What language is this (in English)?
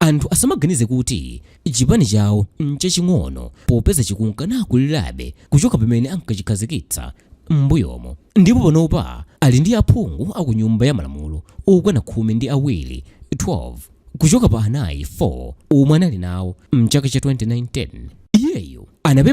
Nyanja